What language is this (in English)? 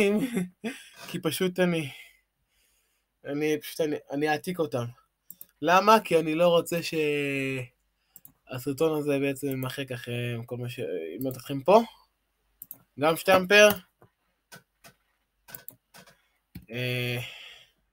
Hebrew